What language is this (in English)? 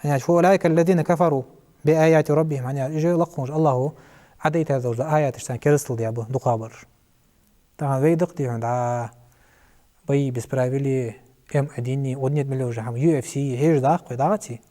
Ingush